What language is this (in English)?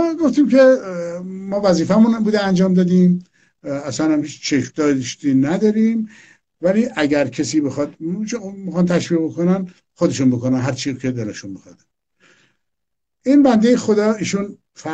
Persian